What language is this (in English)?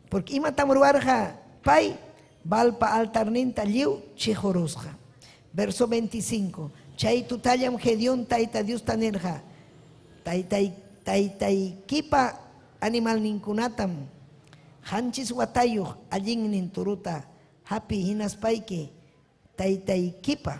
Ayacucho Quechua